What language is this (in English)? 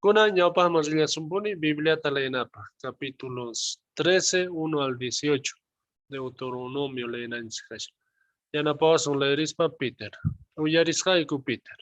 South Bolivian Quechua